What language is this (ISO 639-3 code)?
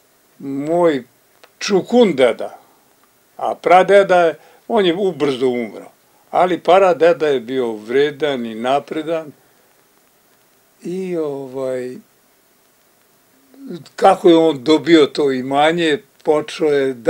srp